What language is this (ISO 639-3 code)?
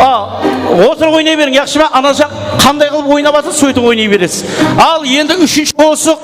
kaa